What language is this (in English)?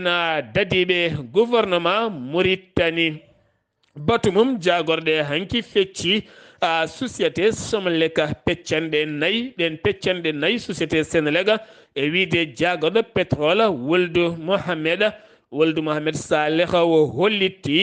Fula